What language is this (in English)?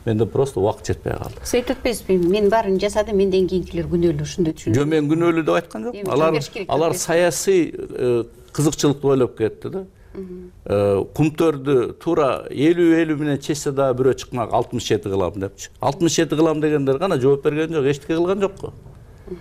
Kyrgyz